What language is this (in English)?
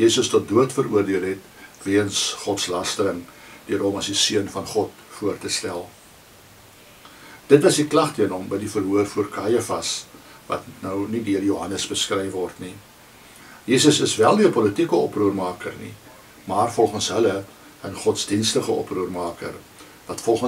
Afrikaans